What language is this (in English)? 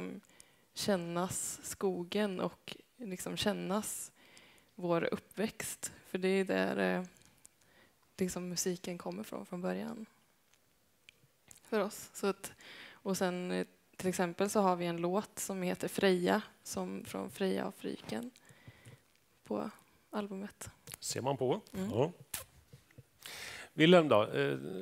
Swedish